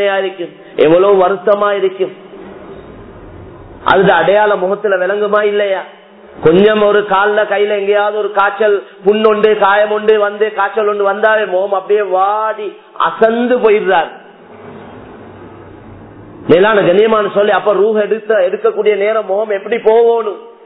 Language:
Tamil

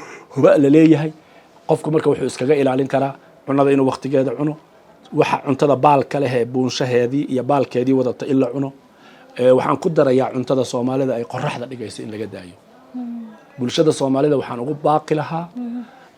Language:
Somali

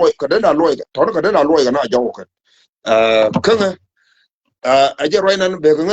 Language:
Nuer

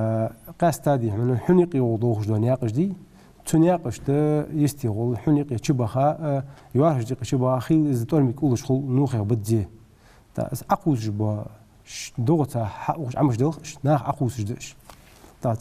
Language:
Ingush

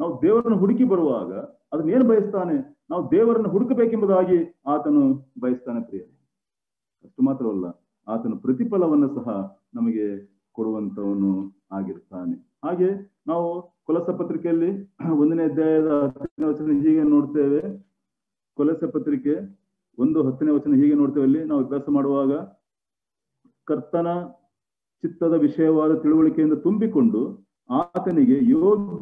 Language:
Kannada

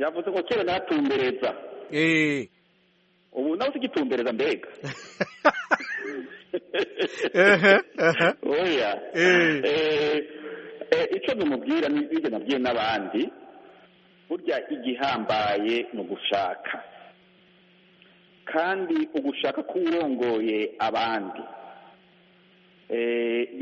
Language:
Kinyarwanda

